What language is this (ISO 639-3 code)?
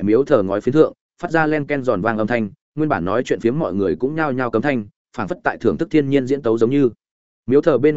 vie